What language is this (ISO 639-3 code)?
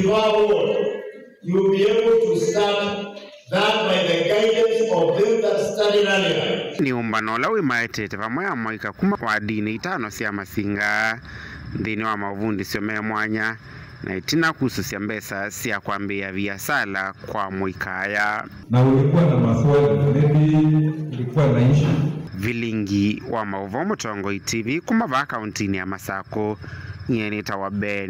kam